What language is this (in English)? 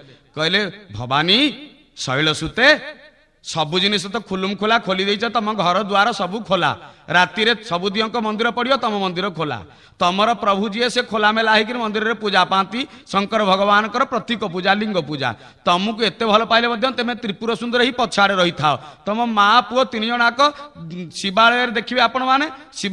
Odia